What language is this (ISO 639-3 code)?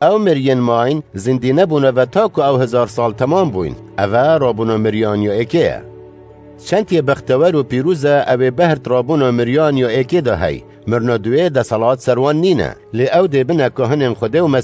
kur